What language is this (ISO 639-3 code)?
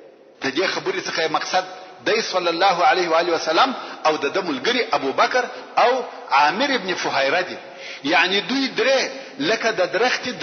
pus